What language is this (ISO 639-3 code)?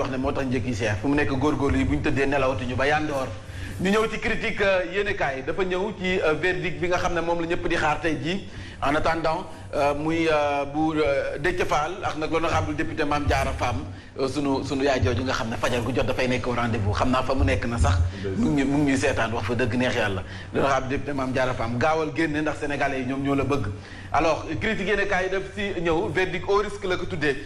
wol